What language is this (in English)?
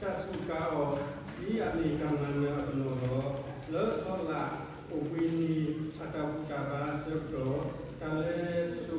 S'gaw Karen